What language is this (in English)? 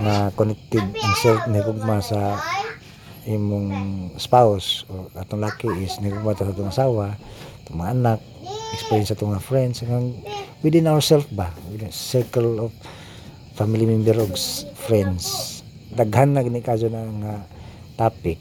Cebuano